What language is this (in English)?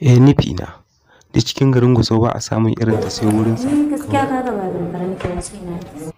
Hausa